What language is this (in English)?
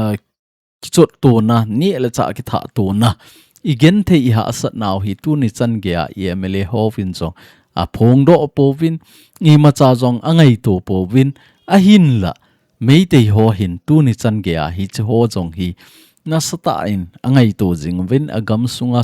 Thado Chin